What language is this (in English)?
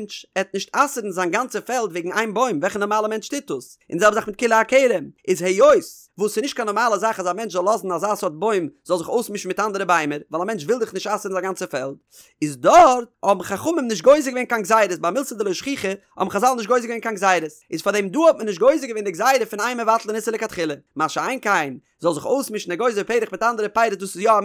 Yiddish